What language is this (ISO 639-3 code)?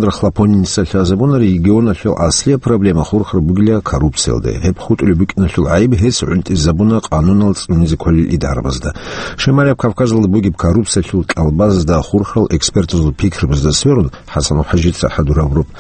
ava